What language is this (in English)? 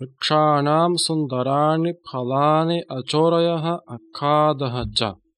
Sanskrit